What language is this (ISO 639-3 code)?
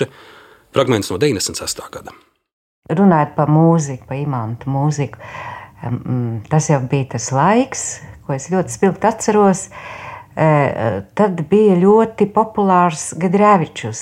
lav